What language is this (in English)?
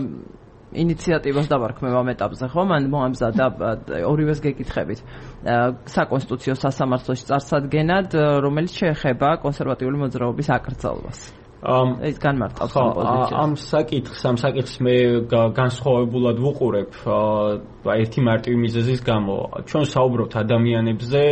Georgian